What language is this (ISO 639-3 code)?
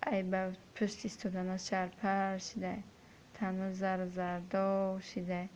tgk